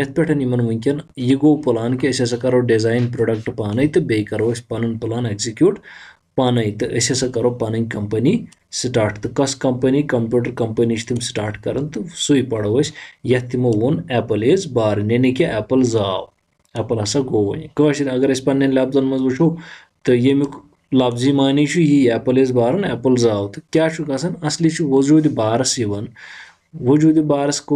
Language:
Kashmiri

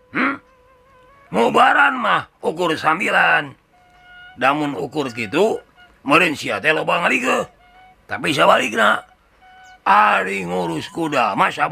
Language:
Sundanese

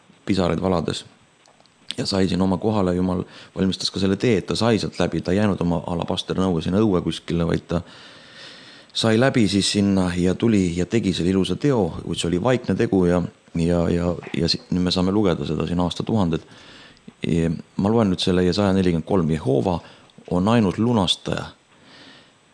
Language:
Estonian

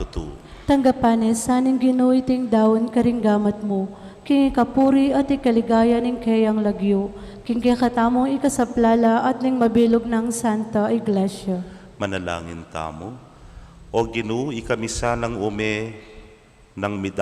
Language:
Pampanga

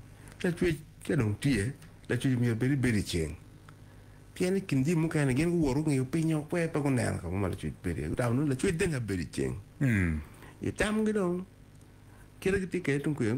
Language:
Acoli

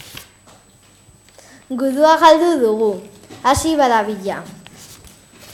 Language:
Basque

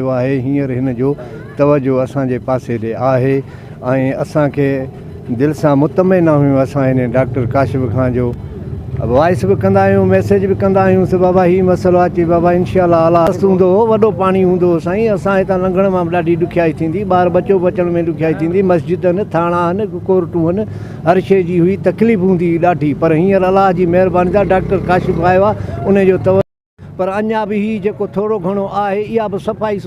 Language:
Sindhi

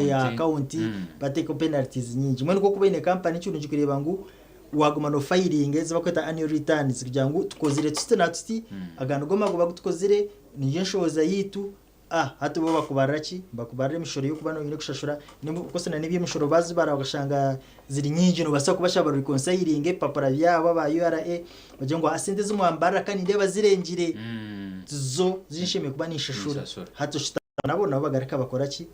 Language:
Nyankole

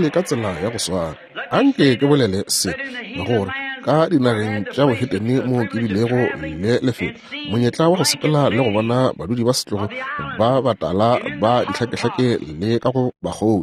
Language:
Northern Sotho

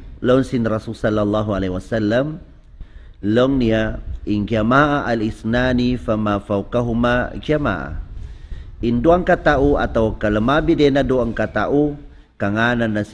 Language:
Tausug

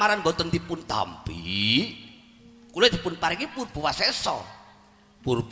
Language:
Javanese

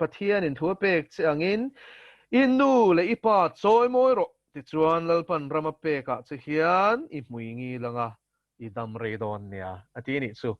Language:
Mizo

